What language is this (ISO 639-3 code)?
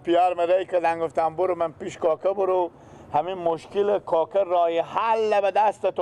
fas